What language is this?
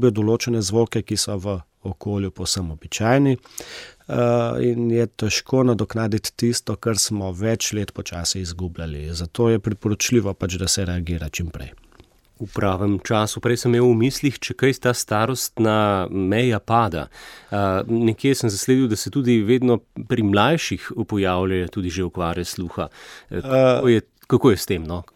Slovenian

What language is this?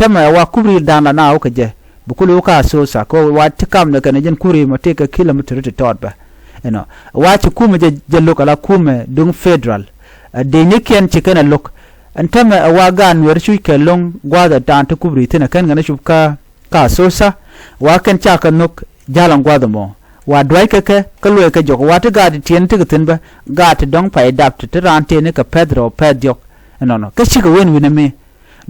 Nuer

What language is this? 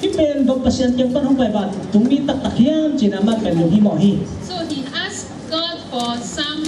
Tedim Chin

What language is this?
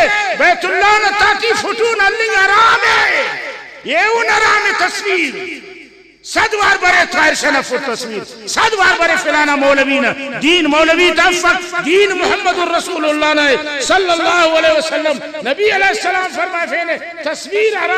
Brahui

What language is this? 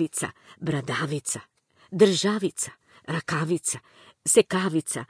Macedonian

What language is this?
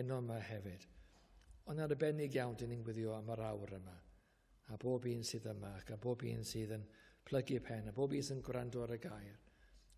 Welsh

